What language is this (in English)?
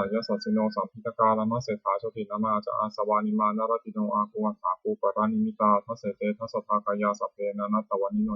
Pali